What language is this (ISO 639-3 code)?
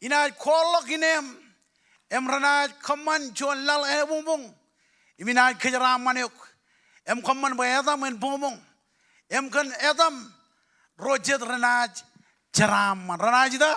mah